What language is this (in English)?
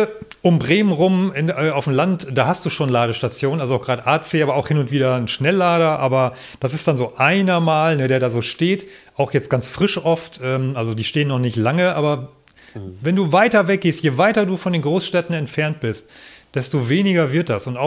German